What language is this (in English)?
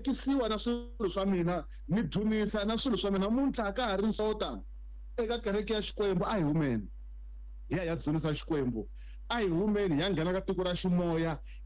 Tsonga